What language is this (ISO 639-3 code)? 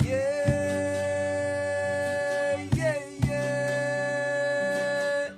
mfe